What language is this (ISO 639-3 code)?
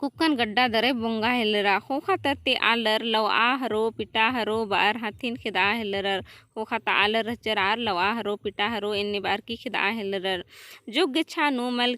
kru